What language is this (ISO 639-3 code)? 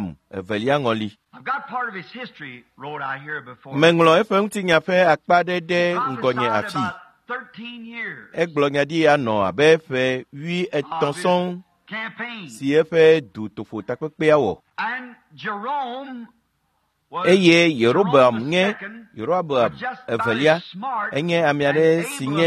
ewe